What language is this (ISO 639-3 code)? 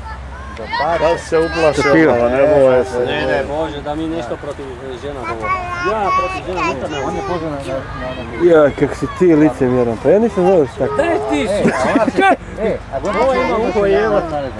hrv